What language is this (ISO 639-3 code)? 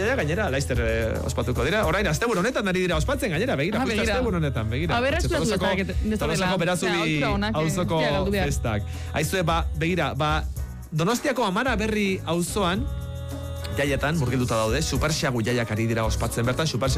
eus